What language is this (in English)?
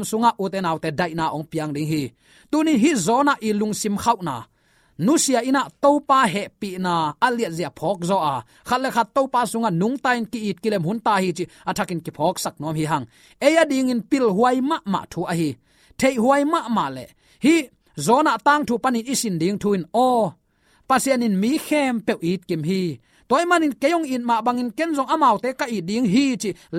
Tedim Chin